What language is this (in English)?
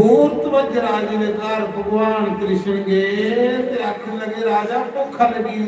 Dogri